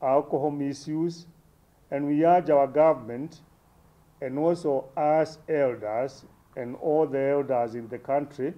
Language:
Meru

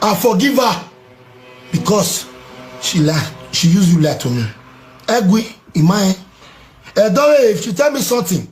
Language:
Nigerian Pidgin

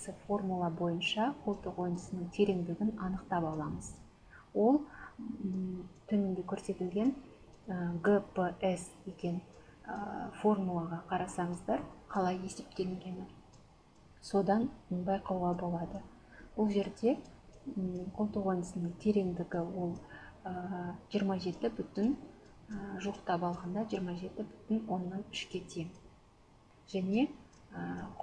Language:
Kazakh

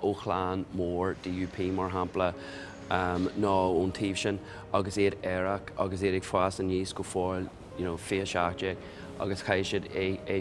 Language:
Irish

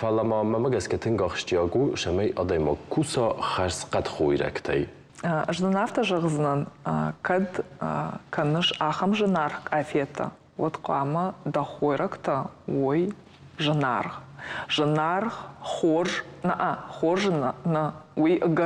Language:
Ossetic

